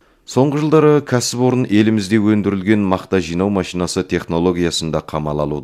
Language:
Kazakh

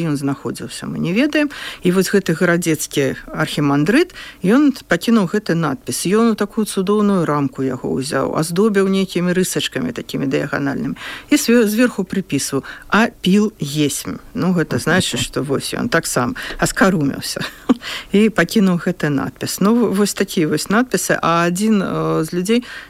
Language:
Belarusian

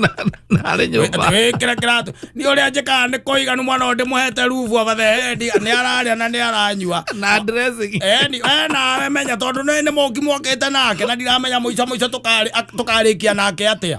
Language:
Kikuyu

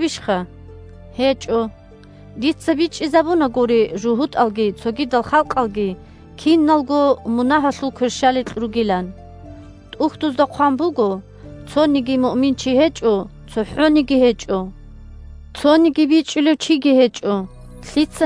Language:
Avaric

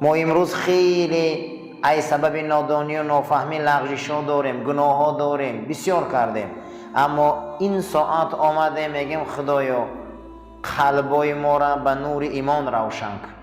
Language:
Tajik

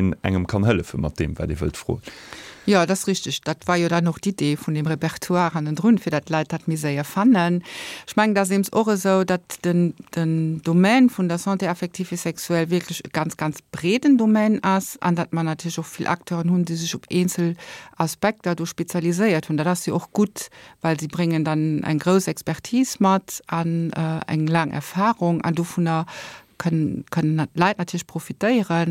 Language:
Luxembourgish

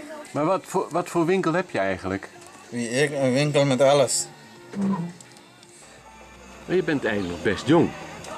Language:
Dutch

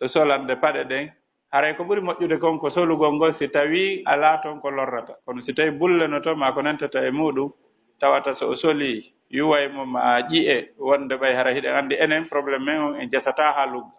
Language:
Fula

